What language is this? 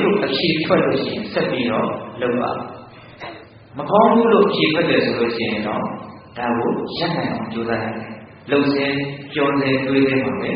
Burmese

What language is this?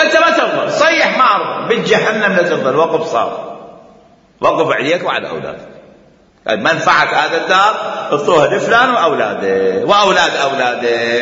Mesopotamian Arabic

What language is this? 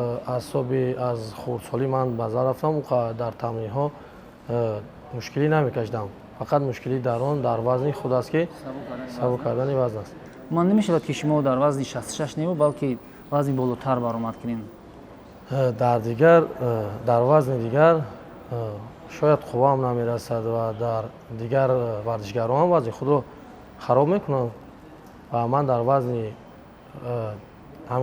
Tajik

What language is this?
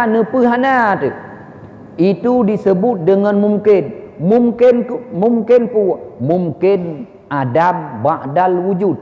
Achinese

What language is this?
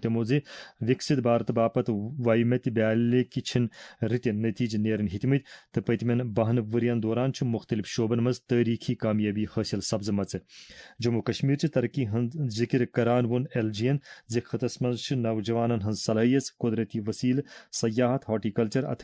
Kashmiri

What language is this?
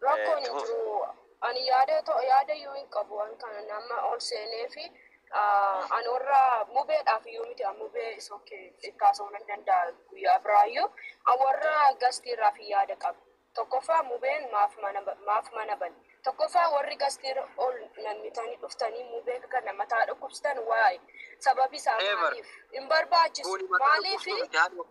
Oromo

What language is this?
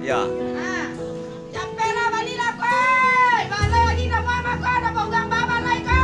Minangkabau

